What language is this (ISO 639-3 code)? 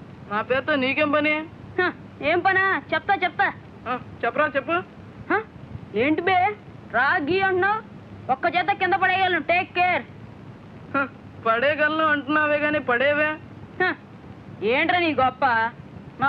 tel